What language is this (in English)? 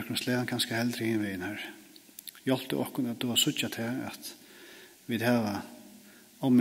Faroese